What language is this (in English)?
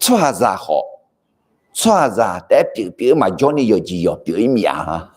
Akha